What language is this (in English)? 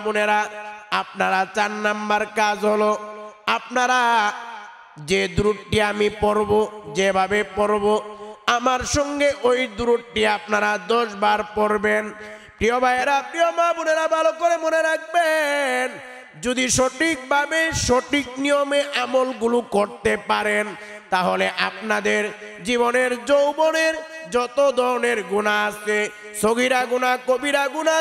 Bangla